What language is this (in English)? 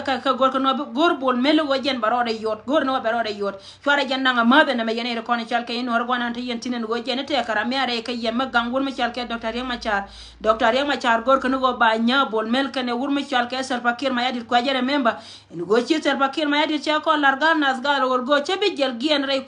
Nuer